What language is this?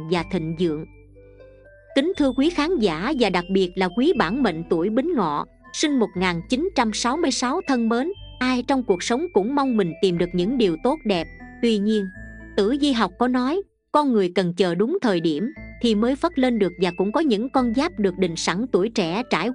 Vietnamese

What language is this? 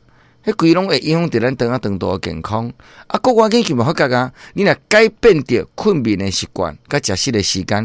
Min Nan Chinese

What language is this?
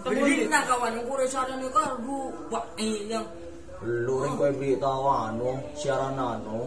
Madurese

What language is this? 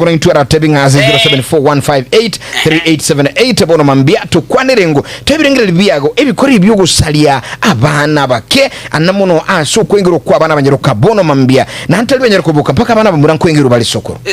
Gusii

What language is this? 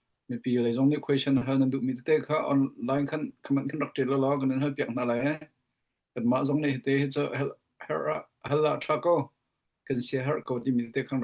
Hakha Chin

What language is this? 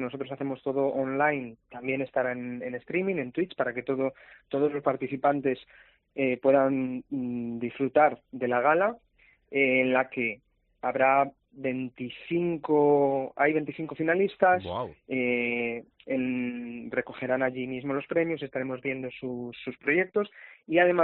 Spanish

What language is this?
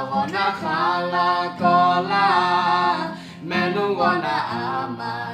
Akha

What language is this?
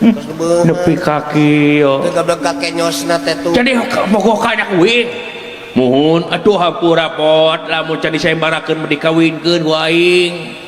Sundanese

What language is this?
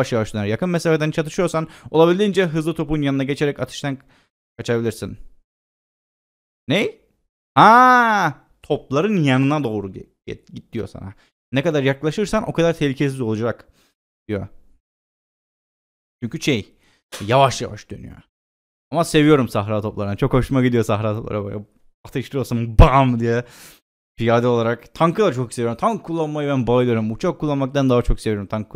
Turkish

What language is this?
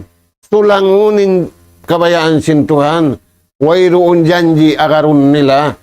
Tausug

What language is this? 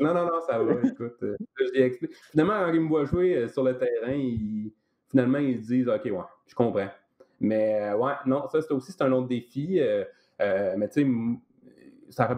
French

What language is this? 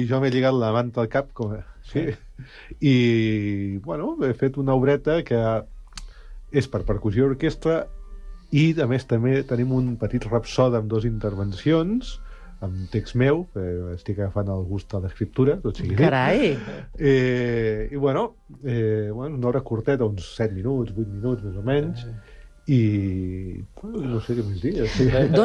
Catalan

